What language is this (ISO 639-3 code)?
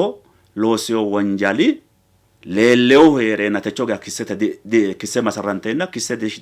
sid